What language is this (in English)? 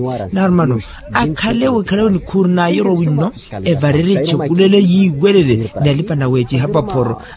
Makhuwa